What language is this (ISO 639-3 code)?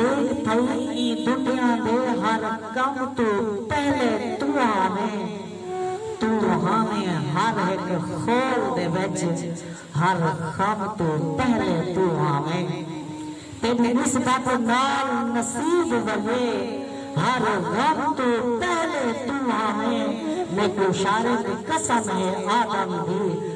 skr